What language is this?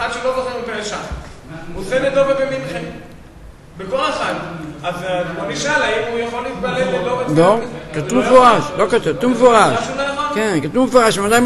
Hebrew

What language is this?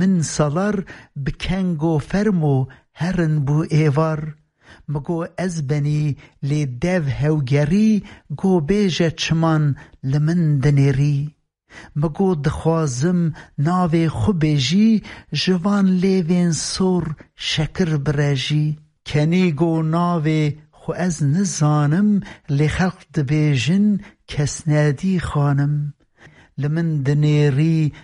Kurdish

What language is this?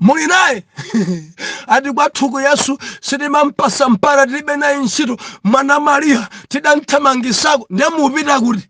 Nyanja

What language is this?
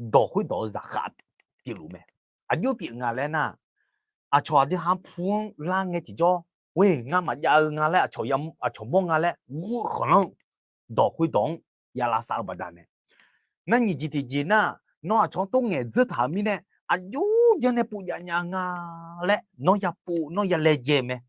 Akha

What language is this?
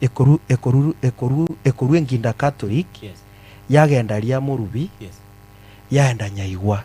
Gusii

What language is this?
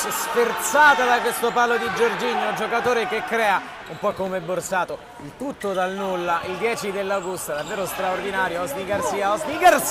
Italian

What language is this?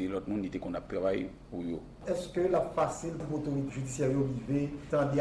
Haitian Creole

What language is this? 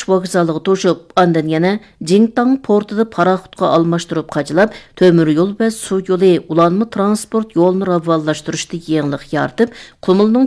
Uyghur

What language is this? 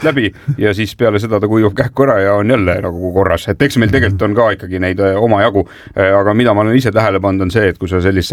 Estonian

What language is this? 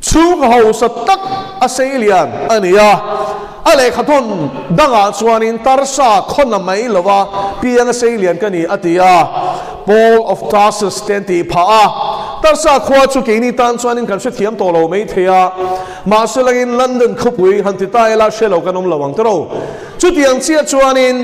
Mizo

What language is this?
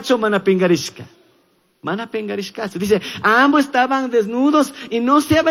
Chimborazo Highland Quichua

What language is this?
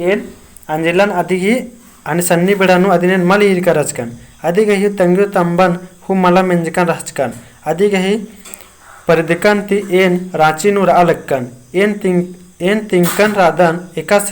Kurukh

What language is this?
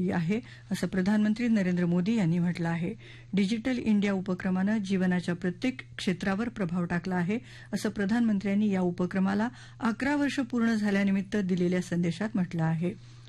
Marathi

